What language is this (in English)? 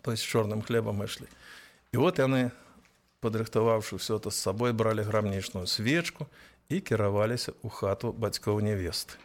Belarusian